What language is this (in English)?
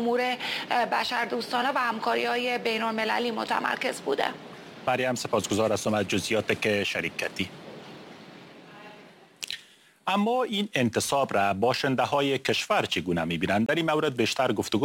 Persian